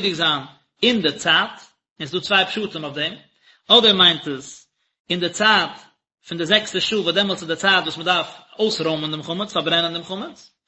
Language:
Yiddish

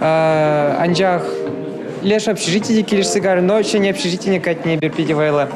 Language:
Chuvash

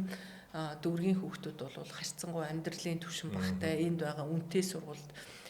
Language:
Mongolian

